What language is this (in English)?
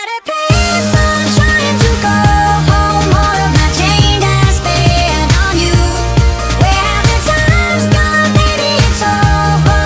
English